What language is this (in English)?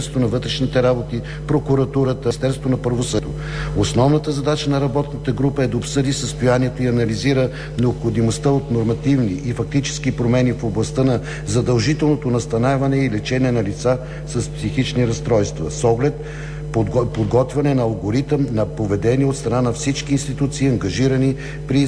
Bulgarian